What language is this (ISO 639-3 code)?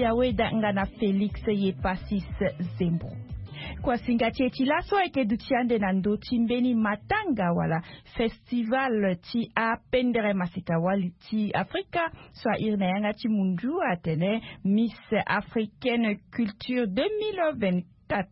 sag